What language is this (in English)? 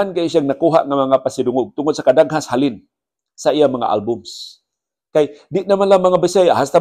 Cebuano